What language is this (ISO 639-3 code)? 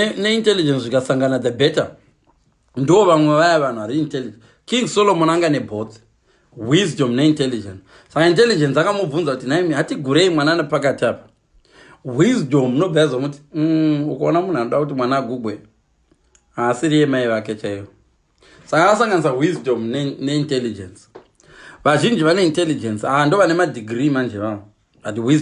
sna